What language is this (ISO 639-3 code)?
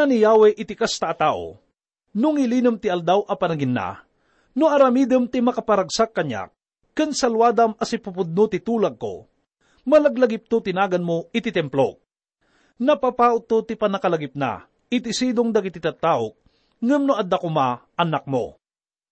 ilo